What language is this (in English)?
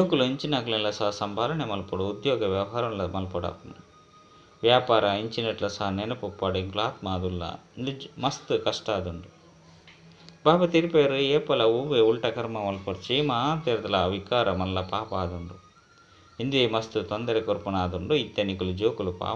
Tulu